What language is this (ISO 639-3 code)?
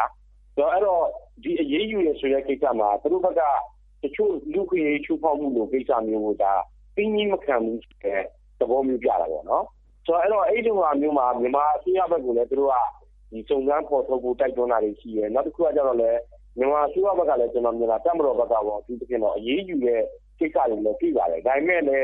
mya